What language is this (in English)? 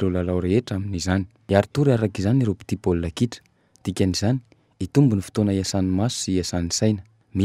Malagasy